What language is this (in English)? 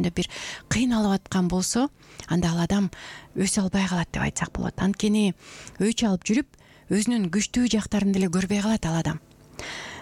Kyrgyz